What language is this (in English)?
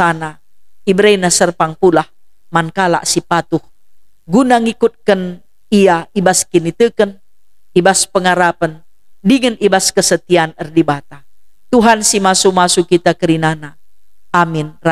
Batak Karo